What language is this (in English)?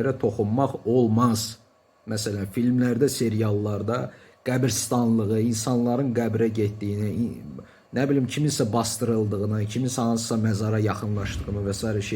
Azerbaijani